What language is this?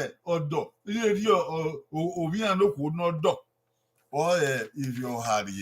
Bini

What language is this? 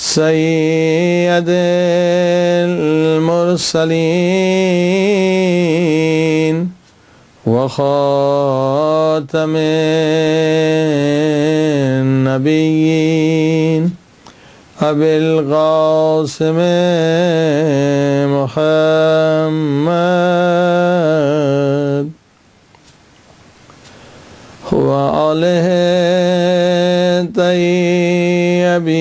Urdu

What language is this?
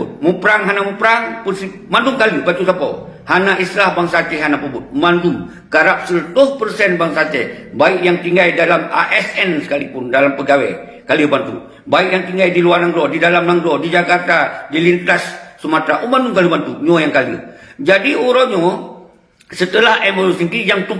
Achinese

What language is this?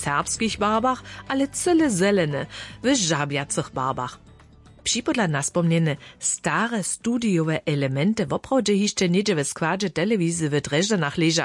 Upper Sorbian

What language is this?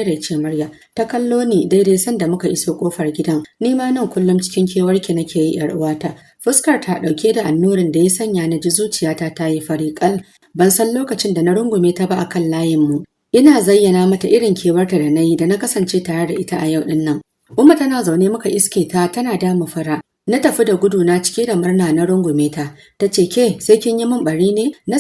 Hausa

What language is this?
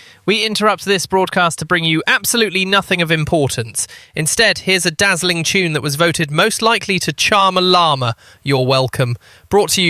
English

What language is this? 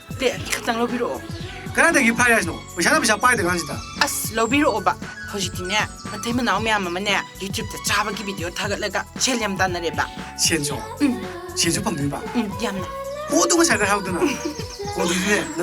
Manipuri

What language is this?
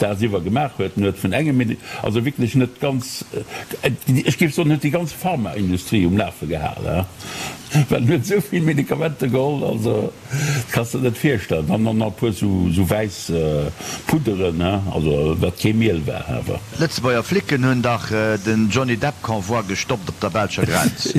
Luxembourgish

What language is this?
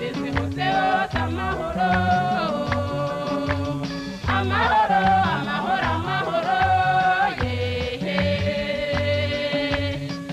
Kinyarwanda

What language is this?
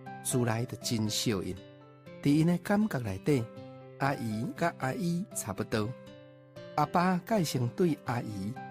Min Nan Chinese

